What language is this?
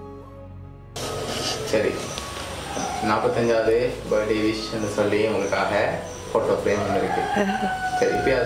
Tamil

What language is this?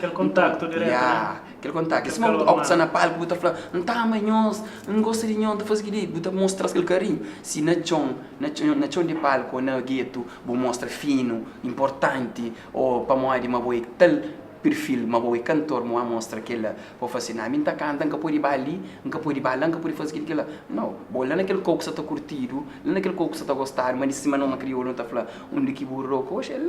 Kabuverdianu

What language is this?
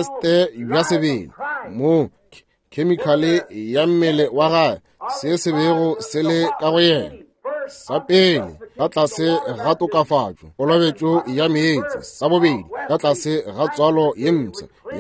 Northern Sotho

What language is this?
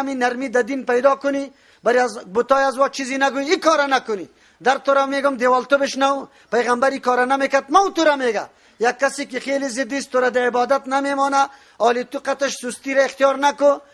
Persian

